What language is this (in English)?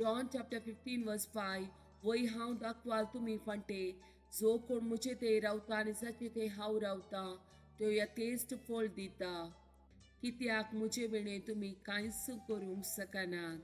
Konkani